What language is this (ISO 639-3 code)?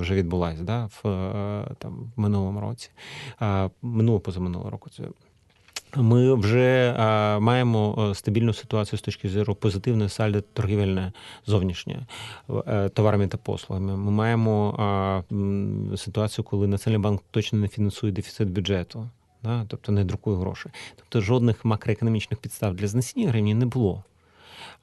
ukr